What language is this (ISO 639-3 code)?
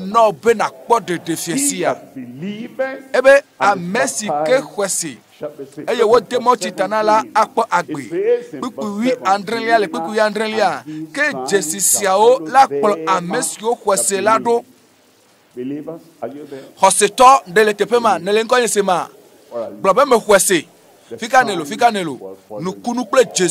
ewe